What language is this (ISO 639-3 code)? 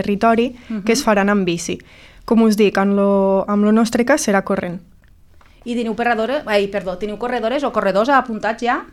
cat